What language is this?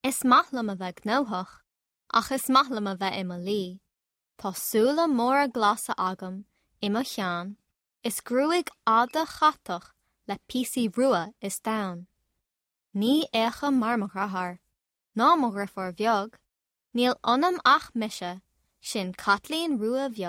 Irish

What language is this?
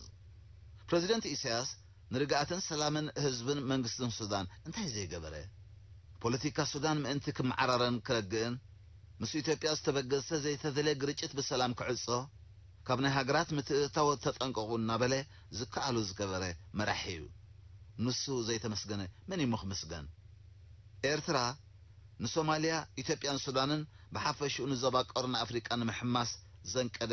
Tigrinya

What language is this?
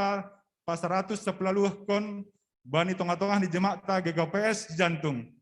Batak Simalungun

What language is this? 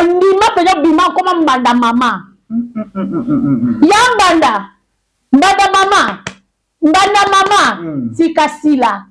Lingala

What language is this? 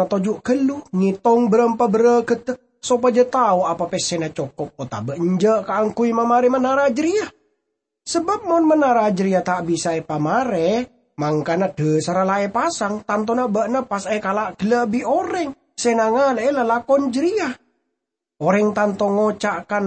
Madurese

